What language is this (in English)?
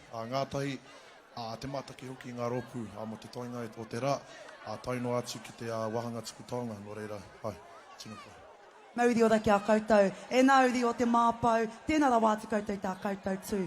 Māori